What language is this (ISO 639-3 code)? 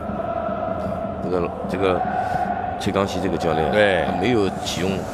zho